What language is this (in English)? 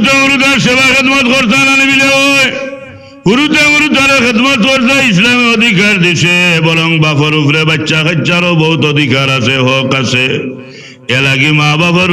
Sylheti